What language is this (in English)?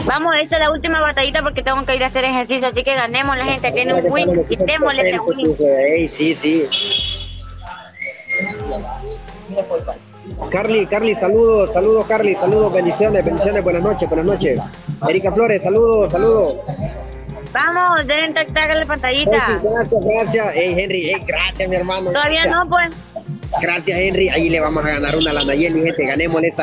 Spanish